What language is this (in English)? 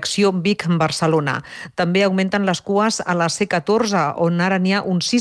Catalan